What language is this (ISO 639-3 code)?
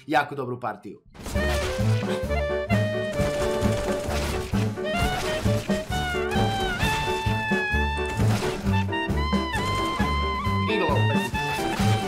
hrv